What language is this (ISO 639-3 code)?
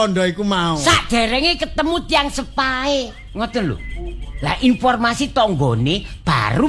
jav